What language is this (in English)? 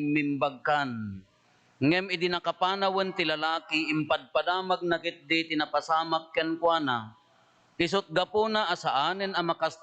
Iloko